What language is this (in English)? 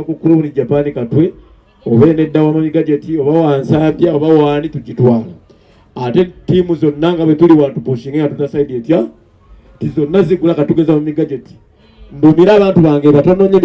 Ganda